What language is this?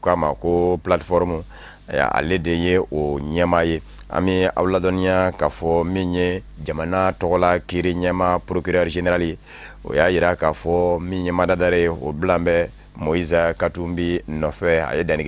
Bambara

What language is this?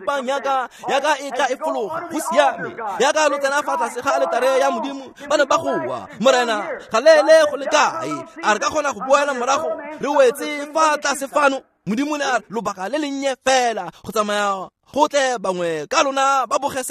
Tswana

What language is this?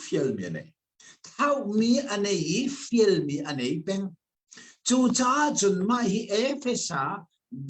Hakha Chin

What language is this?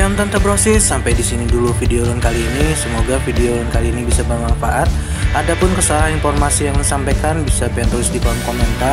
Banjar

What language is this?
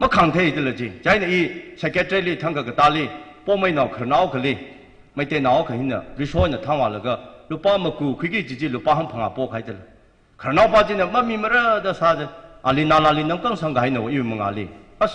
Tangkhul Naga (India)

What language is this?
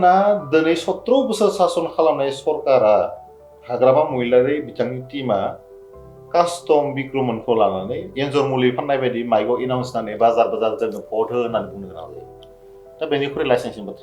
Bodo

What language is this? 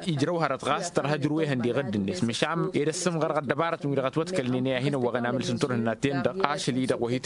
Tamasheq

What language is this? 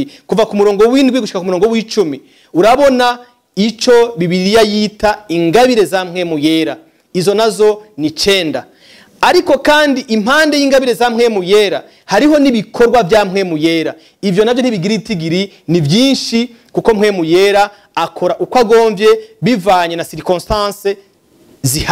Rundi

